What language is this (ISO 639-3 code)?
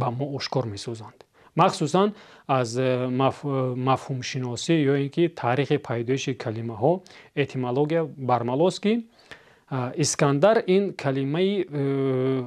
tgk